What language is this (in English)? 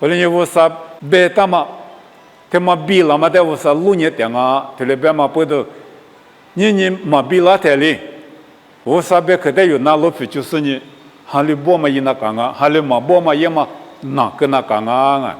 Lisu